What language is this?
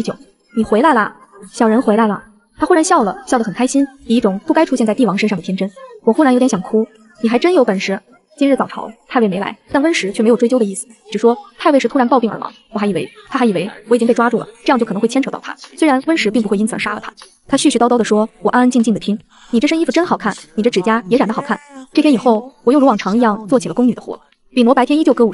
Chinese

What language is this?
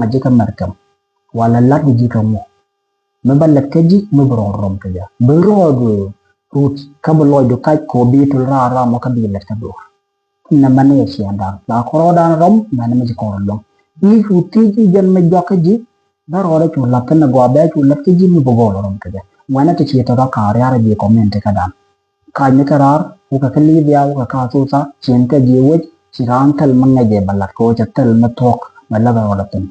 Nuer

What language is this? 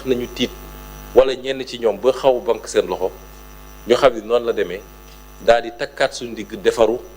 Wolof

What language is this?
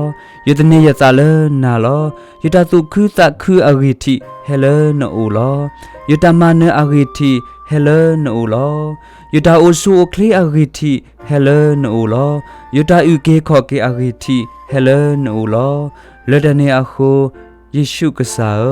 S'gaw Karen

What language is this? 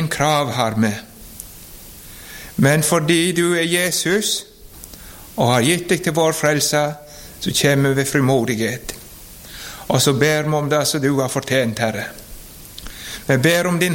Norwegian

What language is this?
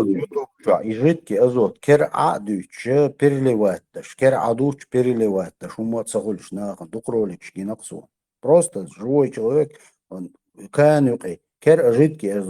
Chechen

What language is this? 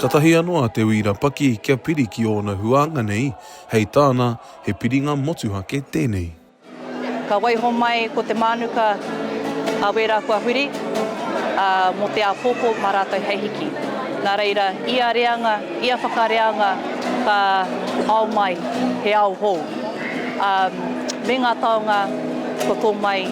Māori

